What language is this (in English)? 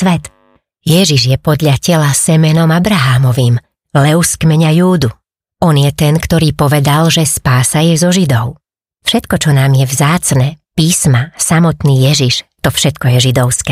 Slovak